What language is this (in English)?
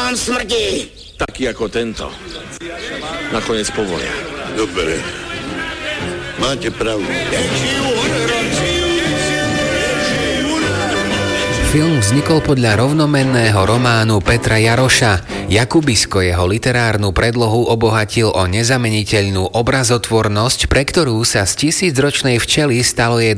Slovak